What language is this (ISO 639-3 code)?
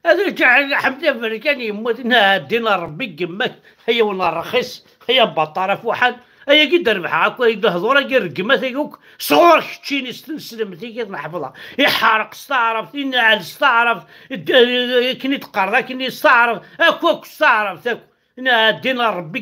kab